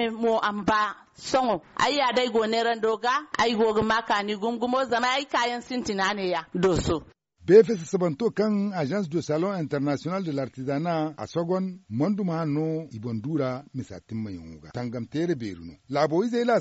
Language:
Zarma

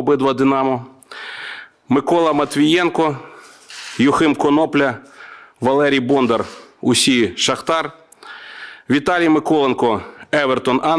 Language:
Ukrainian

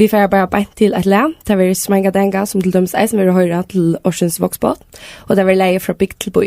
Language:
Faroese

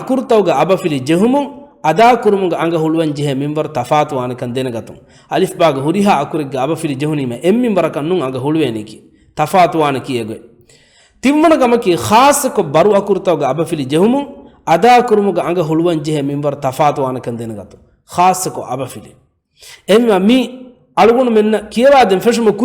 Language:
Divehi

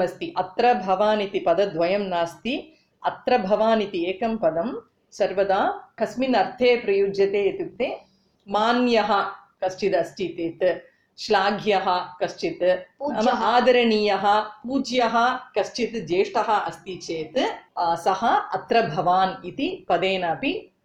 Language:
Sanskrit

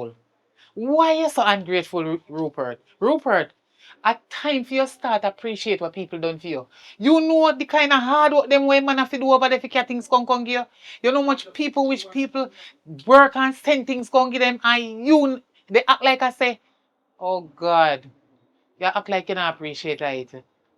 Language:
Jamaican Creole English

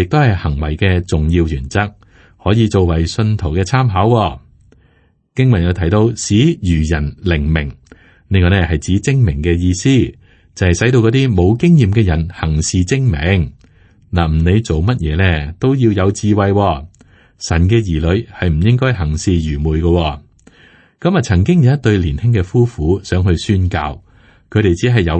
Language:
Cantonese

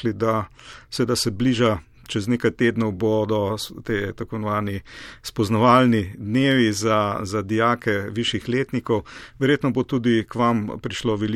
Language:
Slovenian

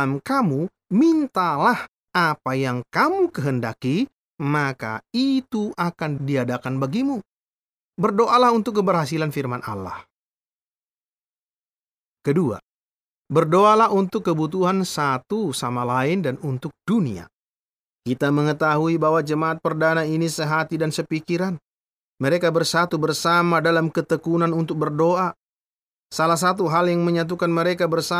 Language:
Indonesian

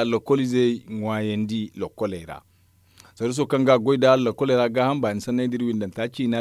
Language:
Zarma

